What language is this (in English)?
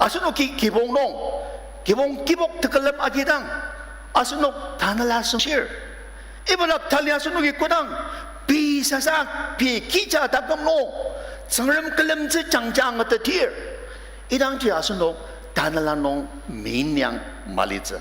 Ao Naga